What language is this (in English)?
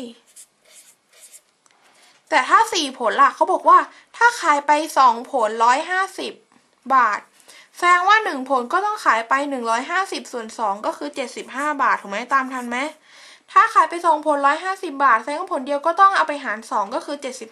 Thai